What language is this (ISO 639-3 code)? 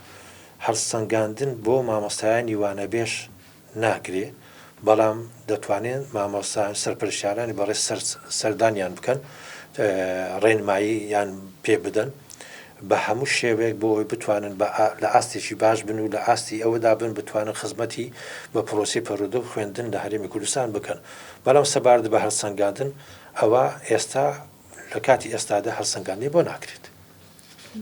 ckb